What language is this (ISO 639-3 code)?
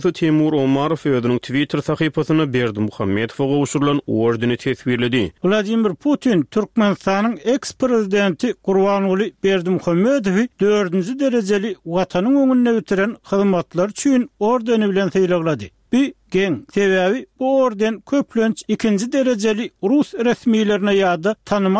tuk